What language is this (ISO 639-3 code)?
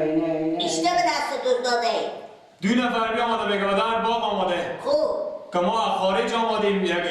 fas